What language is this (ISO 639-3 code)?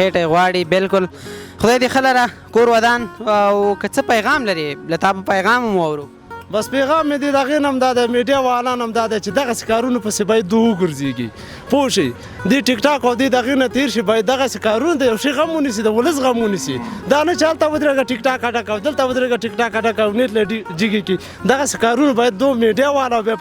pus